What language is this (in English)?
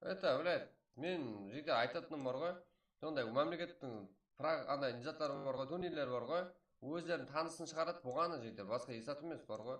Kara-Kalpak